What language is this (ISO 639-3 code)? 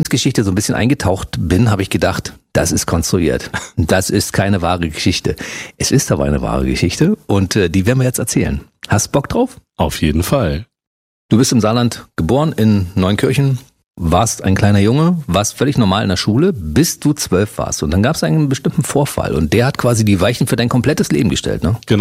deu